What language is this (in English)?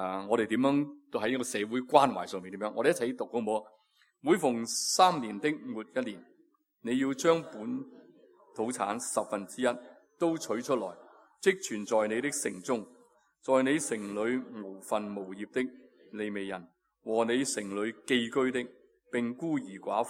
Cantonese